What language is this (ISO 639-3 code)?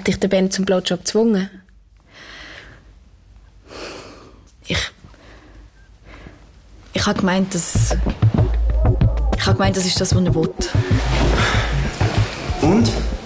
deu